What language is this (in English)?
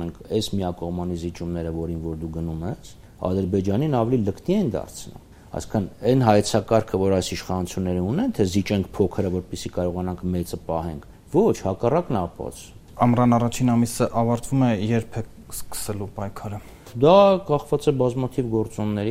Armenian